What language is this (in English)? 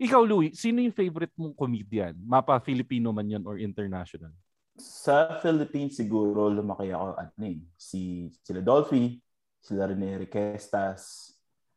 Filipino